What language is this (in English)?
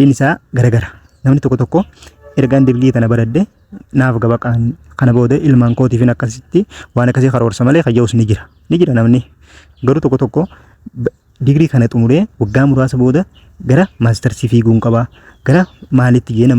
Oromo